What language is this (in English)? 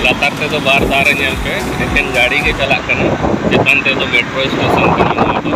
Santali